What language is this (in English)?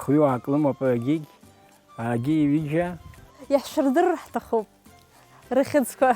Abkhazian